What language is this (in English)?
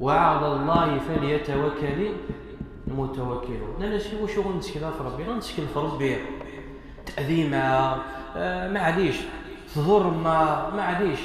Kabyle